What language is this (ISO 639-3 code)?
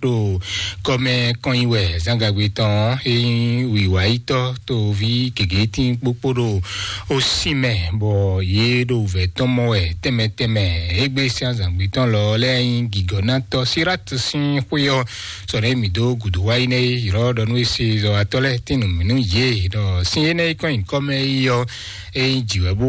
fon